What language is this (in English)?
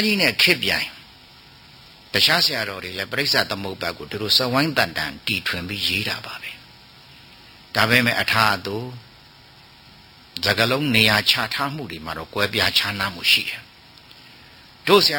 Burmese